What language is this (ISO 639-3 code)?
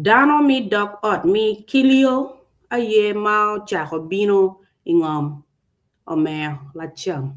ach